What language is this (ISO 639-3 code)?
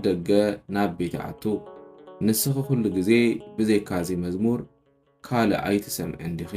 tir